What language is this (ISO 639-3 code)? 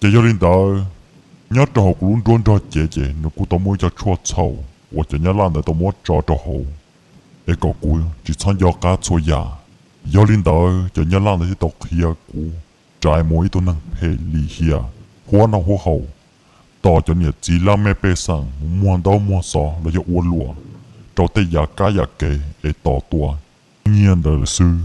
hmn